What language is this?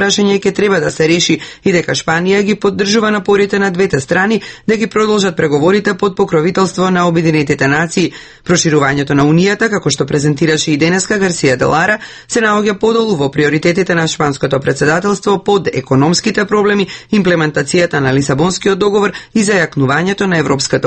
Macedonian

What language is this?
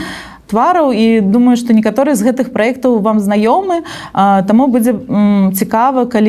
Belarusian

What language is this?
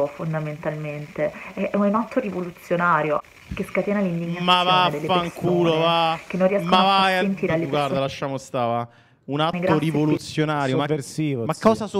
Italian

